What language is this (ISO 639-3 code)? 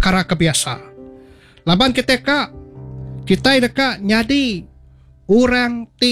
iba